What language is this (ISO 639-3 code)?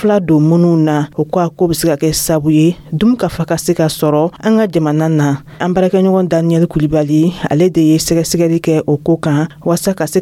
dyu